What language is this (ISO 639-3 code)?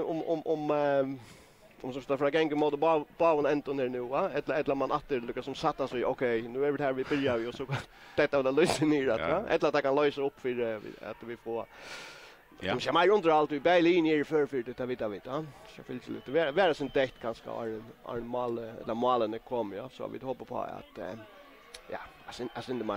fao